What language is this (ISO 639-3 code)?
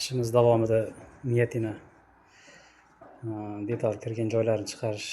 uzb